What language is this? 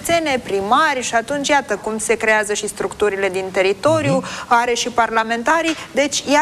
Romanian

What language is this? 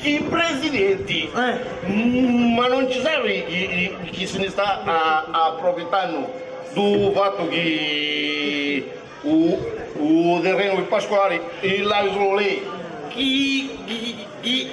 Sicilian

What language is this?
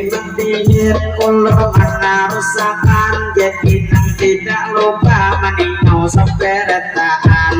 Banjar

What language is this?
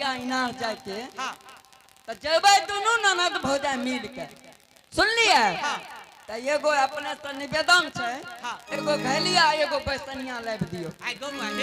Angika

